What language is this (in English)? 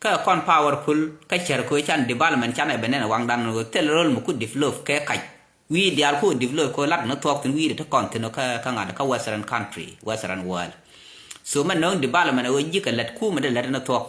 Nuer